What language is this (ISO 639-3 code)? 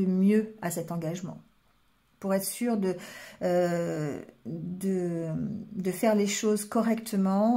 fra